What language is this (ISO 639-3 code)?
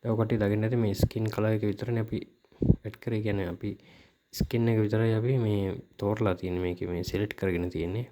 sin